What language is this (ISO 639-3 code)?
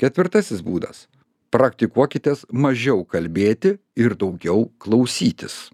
lit